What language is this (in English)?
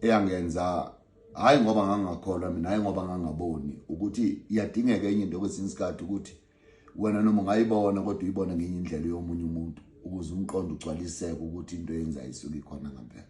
Zulu